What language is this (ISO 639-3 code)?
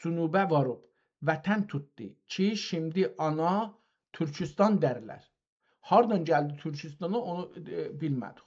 azb